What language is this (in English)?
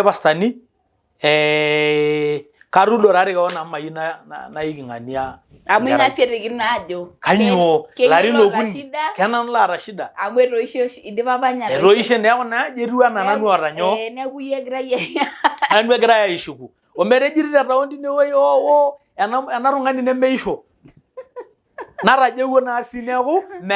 Masai